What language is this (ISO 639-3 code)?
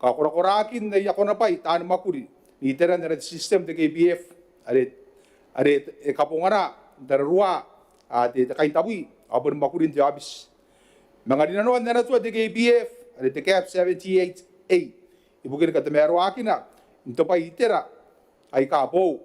gil